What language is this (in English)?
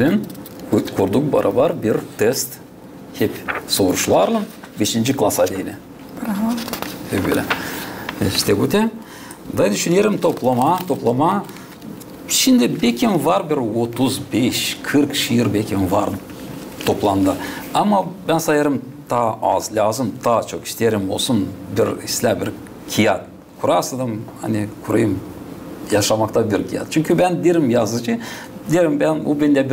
Gagauz